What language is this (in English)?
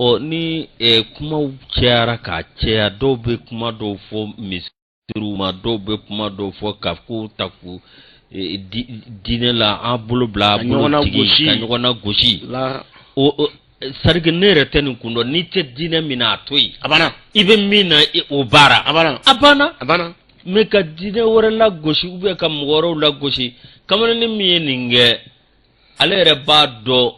Bambara